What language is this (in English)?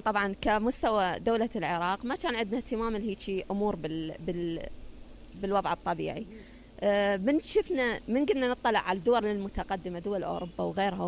Mesopotamian Arabic